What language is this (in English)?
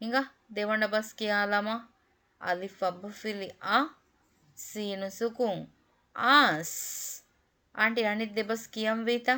Divehi